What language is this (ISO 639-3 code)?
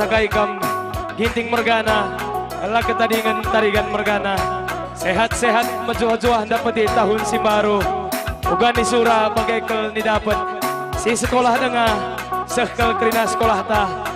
btx